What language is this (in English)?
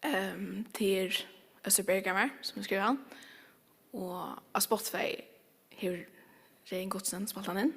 Faroese